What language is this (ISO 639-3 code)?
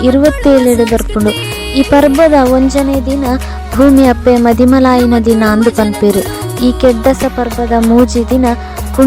tcy